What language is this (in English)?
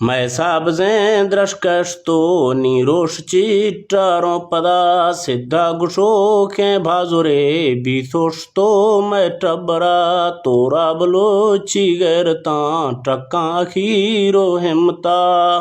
Eastern Balochi